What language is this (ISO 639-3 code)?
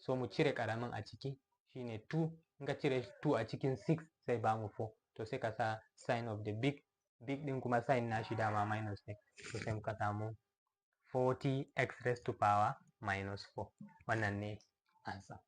hau